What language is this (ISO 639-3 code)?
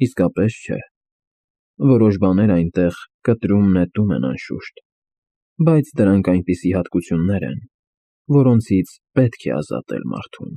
hye